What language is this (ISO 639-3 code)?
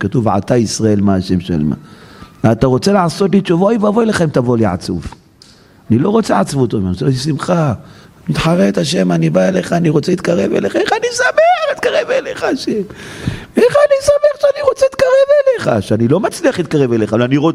heb